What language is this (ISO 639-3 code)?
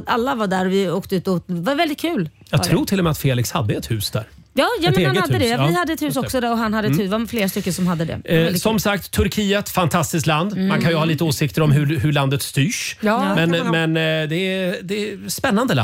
swe